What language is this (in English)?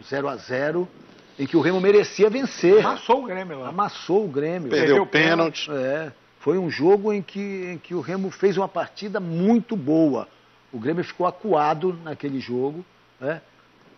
Portuguese